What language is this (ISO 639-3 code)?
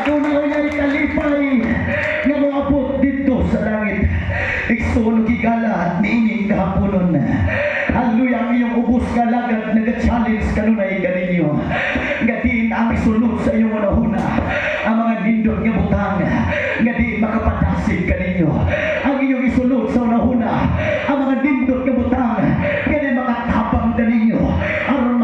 ceb